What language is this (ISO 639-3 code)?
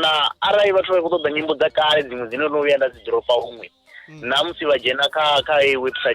ven